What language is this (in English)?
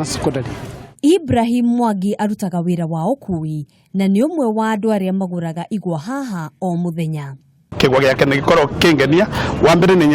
Kikuyu